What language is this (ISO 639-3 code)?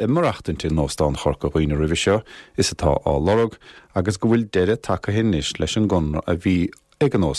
gle